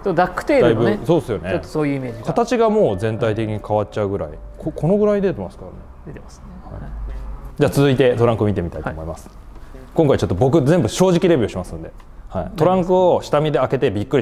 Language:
Japanese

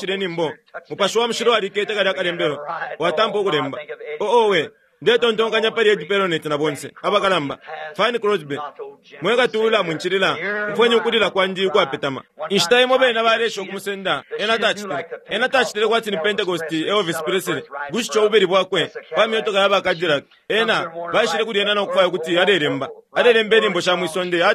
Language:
Bemba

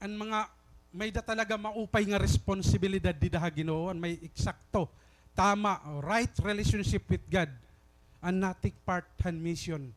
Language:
Waray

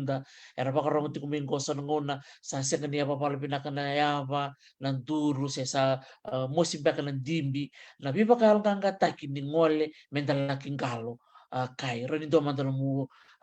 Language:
Fijian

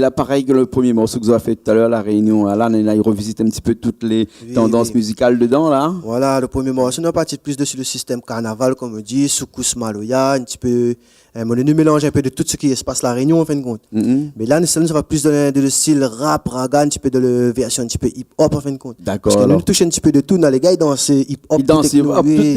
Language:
Réunion Creole French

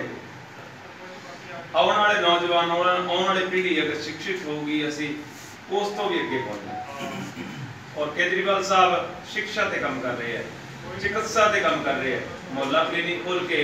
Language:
Punjabi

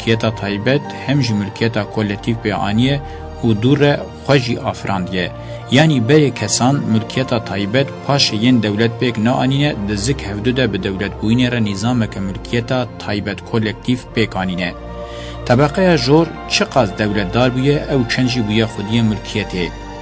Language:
Kurdish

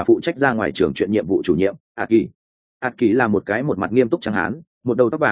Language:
Vietnamese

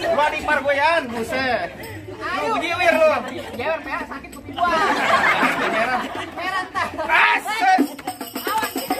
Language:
Betawi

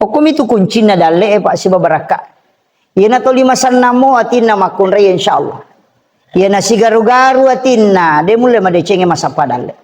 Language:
Buginese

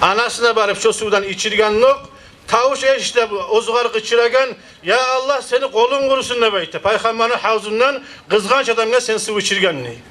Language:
Kumyk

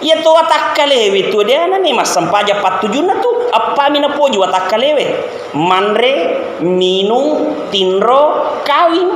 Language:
Buginese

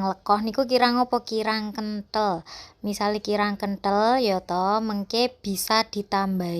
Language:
Javanese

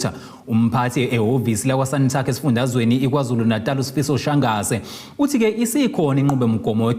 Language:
Zulu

